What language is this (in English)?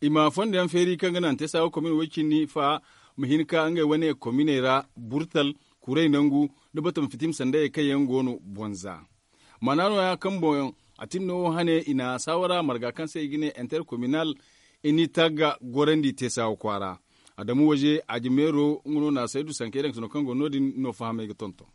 Zarma